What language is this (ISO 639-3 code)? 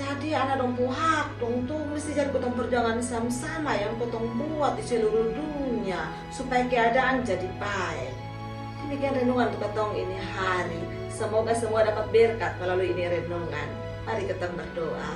mkn